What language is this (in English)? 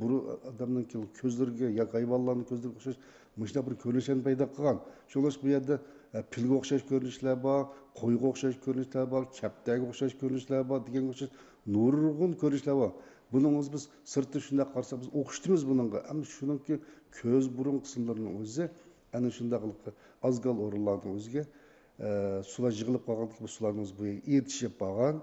Uyghur